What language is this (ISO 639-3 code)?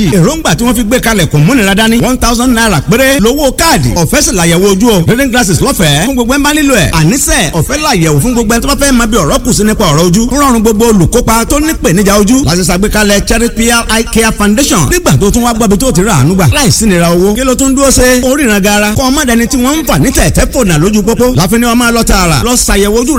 yor